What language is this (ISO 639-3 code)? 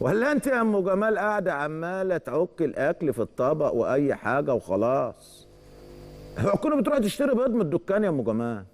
arz